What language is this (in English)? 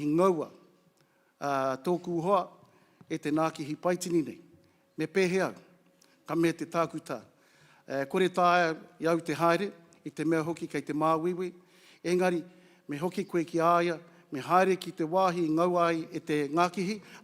Māori